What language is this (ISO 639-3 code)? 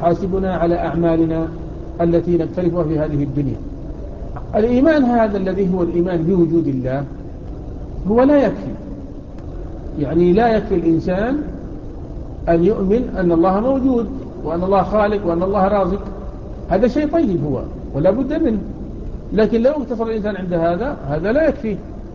ara